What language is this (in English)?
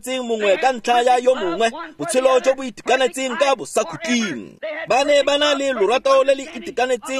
Tswana